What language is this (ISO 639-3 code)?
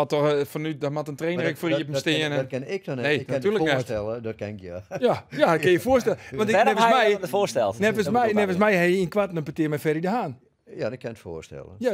fry